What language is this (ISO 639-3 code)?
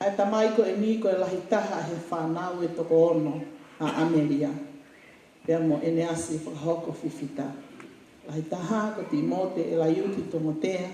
ton